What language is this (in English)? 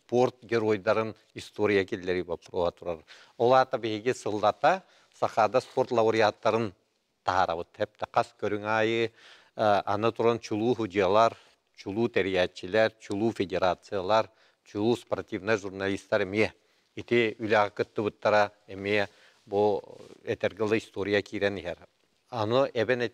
Yakut